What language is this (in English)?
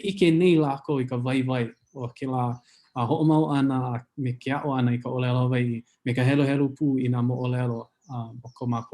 Hawaiian